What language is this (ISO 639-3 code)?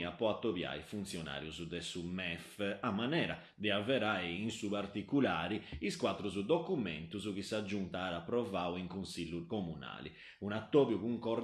srd